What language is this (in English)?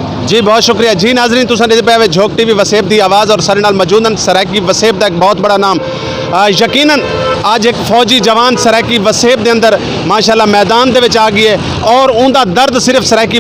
Saraiki